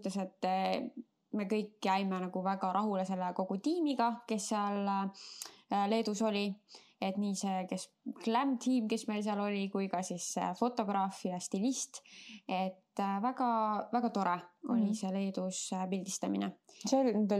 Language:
Estonian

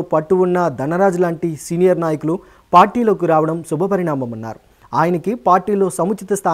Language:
Telugu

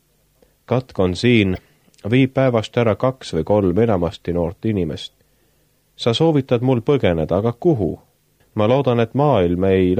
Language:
Estonian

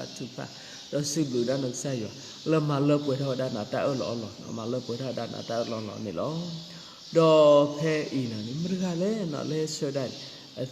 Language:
S'gaw Karen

